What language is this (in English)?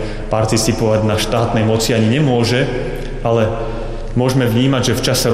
Slovak